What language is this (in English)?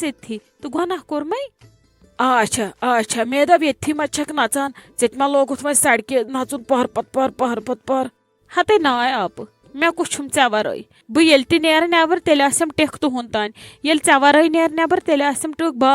Kashmiri